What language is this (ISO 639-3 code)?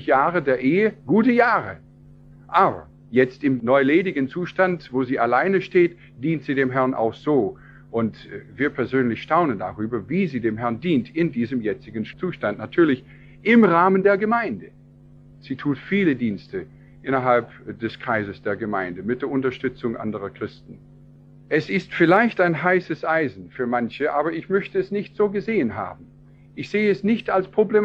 deu